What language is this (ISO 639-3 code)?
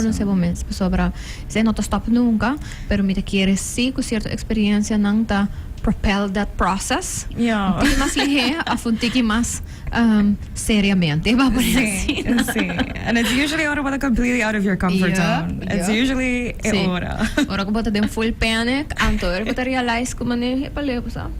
pap